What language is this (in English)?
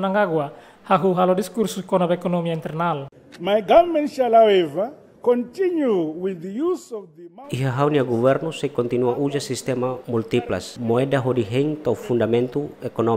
Tetum